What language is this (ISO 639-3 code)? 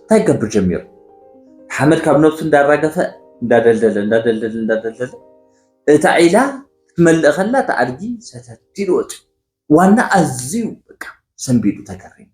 tir